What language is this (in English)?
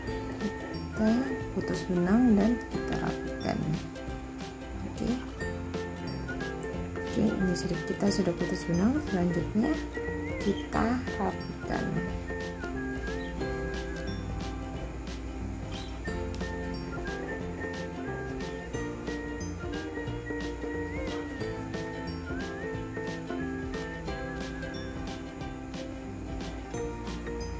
Indonesian